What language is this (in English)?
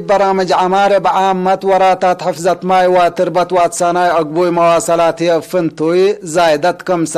Tigre